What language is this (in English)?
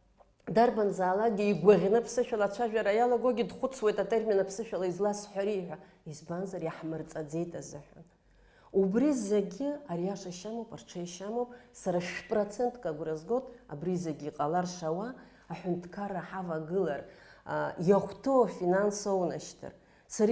Abkhazian